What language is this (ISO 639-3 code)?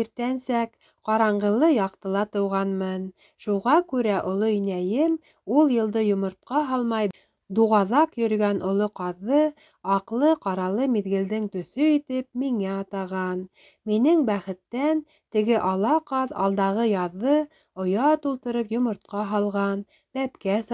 bak